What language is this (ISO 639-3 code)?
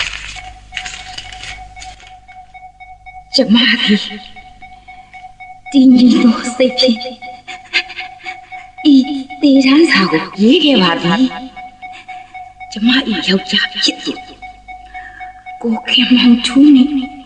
mya